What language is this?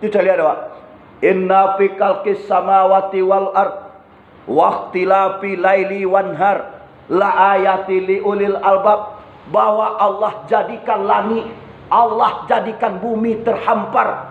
Minangkabau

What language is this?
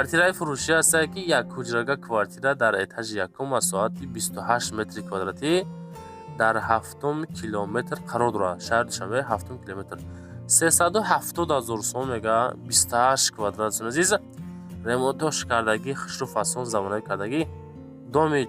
Tajik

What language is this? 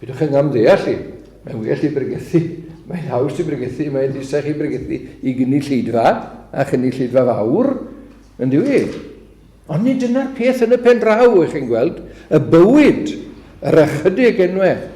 Welsh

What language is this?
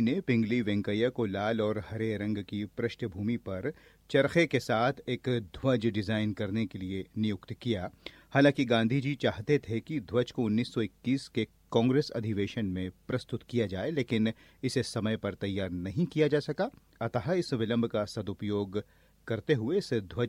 Hindi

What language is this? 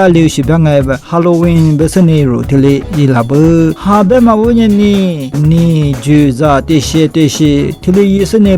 Lisu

